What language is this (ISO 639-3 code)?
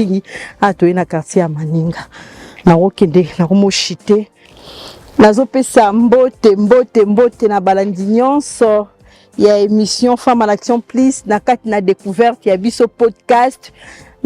lin